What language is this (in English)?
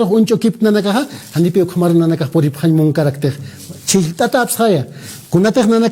Aymara